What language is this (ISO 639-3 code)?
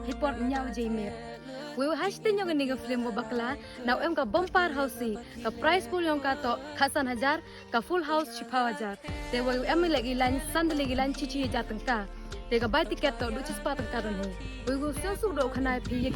kha